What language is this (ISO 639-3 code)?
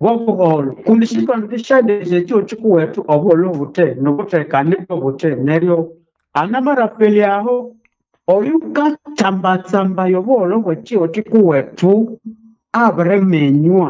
nnb